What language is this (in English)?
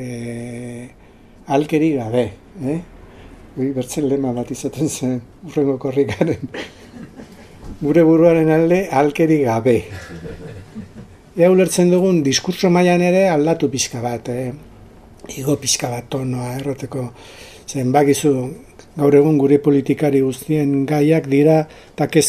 Basque